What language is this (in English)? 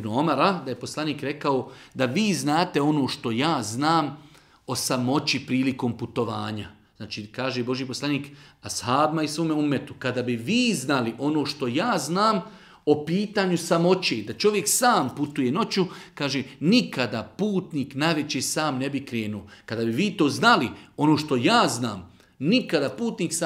Bosnian